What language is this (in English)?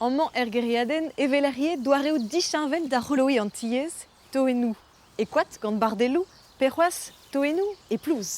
Breton